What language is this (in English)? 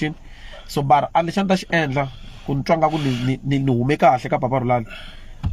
Tsonga